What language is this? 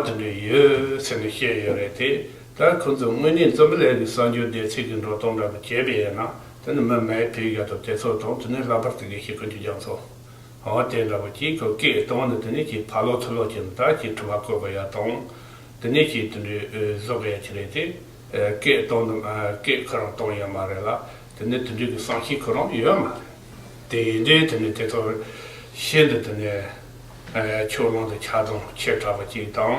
Tibetan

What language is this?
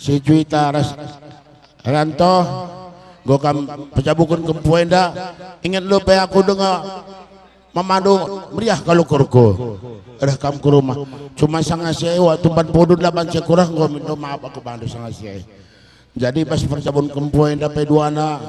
Batak Karo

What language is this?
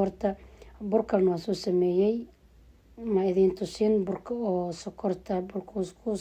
Somali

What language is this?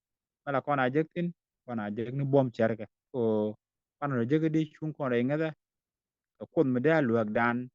Nuer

